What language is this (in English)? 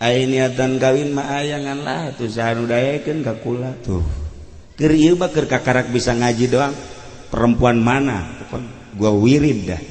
Sundanese